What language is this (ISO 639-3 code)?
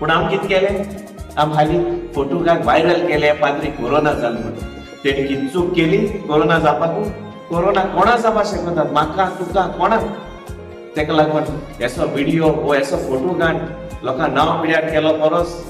kok